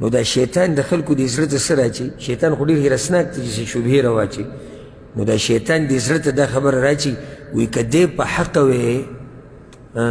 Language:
Pashto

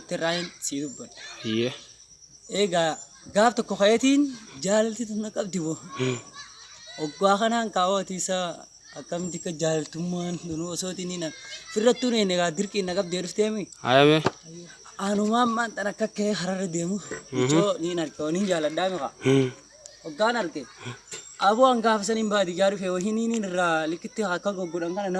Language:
Oromo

